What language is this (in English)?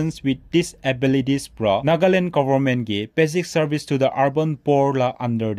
Naga Pidgin